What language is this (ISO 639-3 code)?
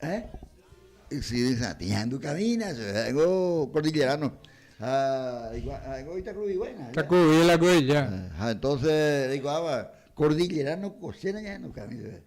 grn